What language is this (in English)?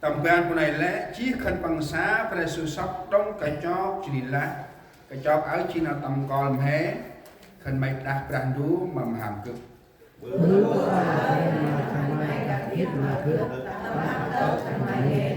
Central Mnong